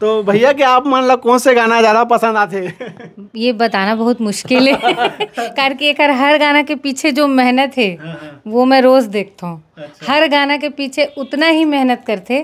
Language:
Chhattisgarhi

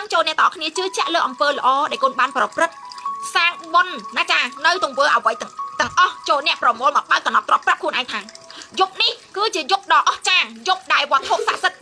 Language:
Khmer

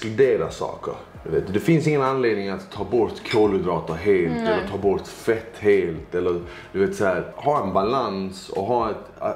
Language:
Swedish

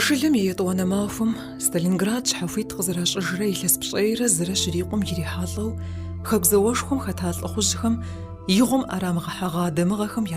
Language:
Kabardian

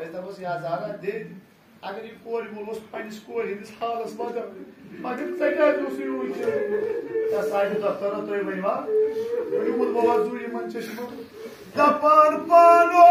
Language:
Kashmiri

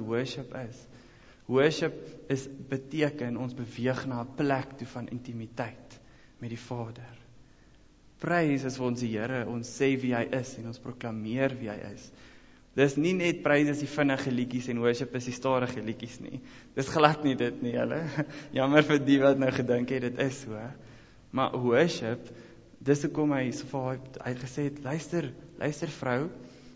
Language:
Afrikaans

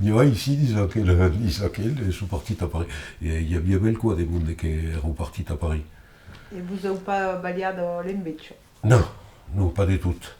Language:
Occitan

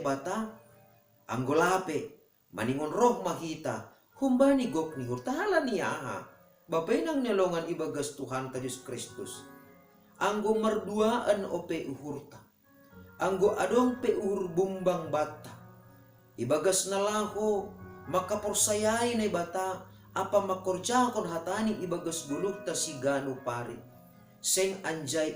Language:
Batak Simalungun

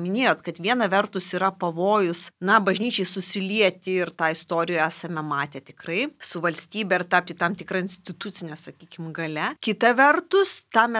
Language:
Lithuanian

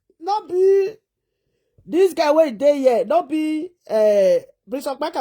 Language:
Nigerian Pidgin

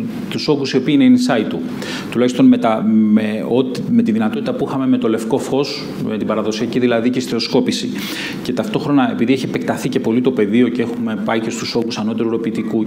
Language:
Greek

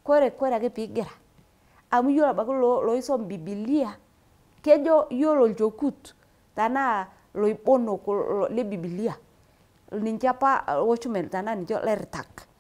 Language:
Masai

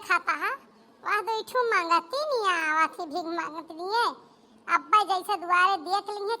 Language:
Awadhi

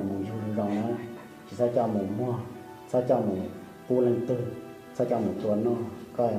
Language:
Hmong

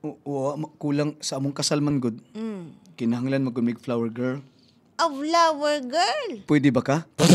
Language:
Cebuano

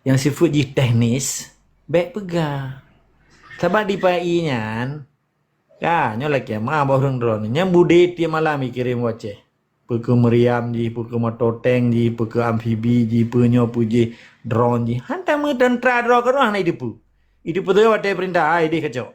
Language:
Achinese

